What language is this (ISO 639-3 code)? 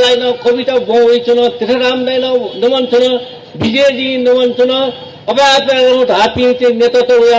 new